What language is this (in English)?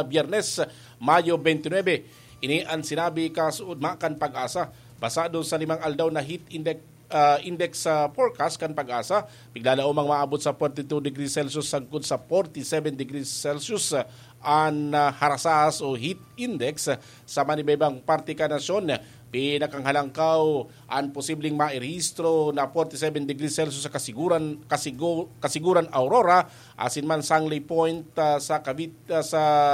Bikol